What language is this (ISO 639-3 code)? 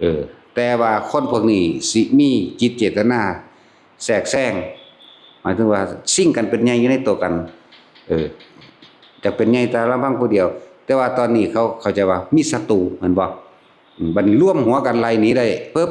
tts